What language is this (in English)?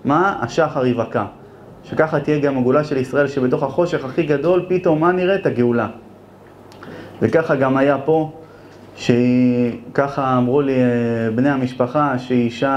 Hebrew